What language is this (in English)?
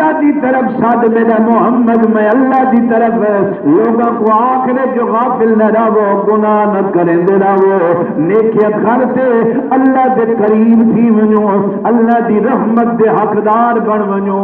Saraiki